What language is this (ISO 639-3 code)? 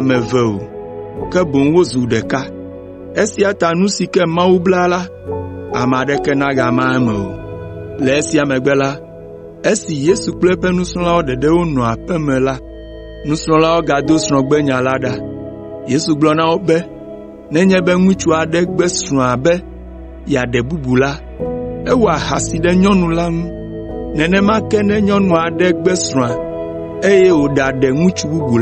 ewe